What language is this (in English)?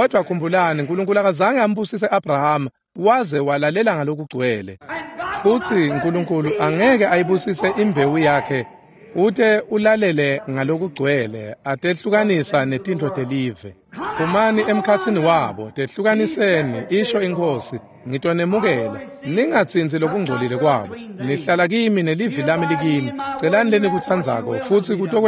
Swati